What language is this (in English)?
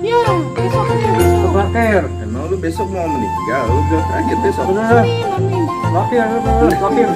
Betawi